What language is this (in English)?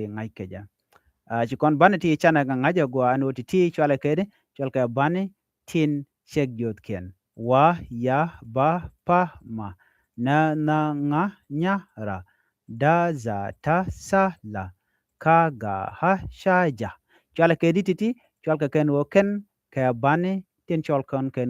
Nuer